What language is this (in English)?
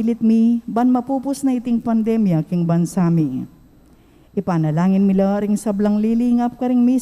Pampanga